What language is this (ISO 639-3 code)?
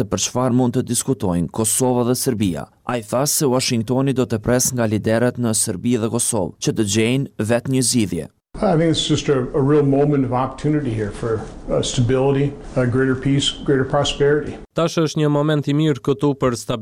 sqi